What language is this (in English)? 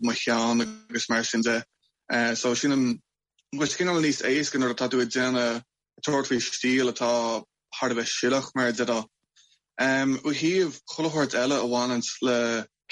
Irish